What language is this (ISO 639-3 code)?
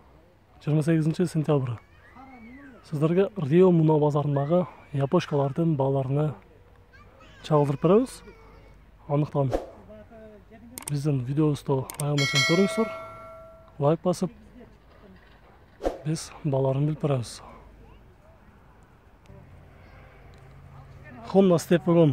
kir